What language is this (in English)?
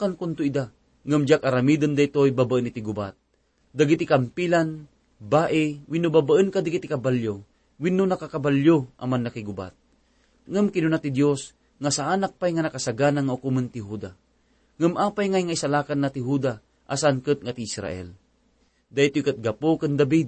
Iloko